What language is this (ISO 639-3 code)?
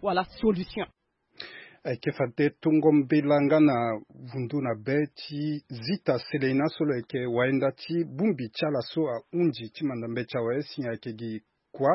sag